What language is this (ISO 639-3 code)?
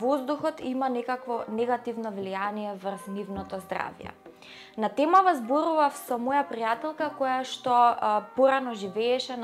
mkd